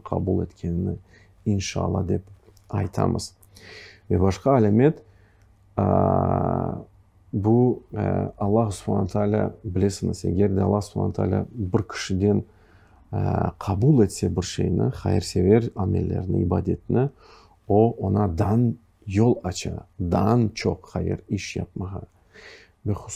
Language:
Crimean Tatar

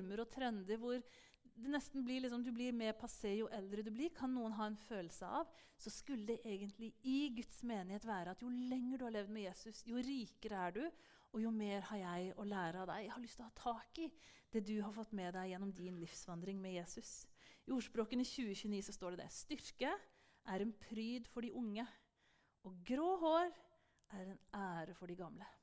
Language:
Norwegian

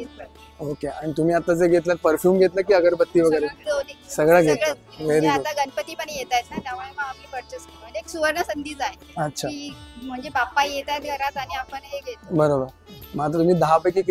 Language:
Marathi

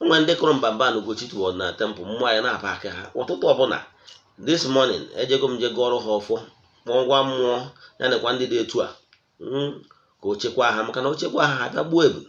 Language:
Igbo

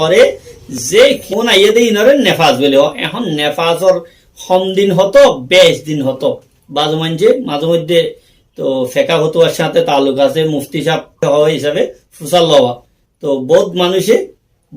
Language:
Rohingya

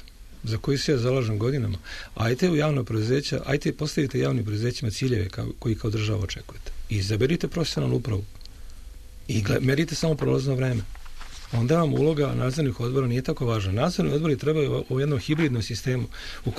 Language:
Serbian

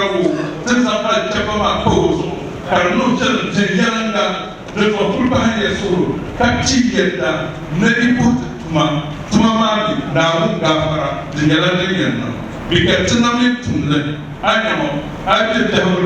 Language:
Dagbani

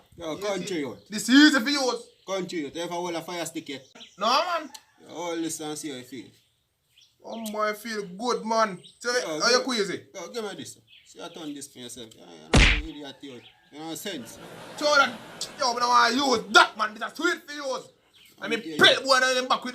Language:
Jamaican Creole English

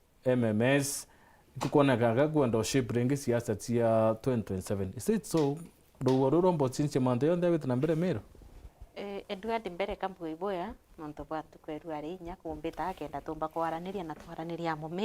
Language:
Meru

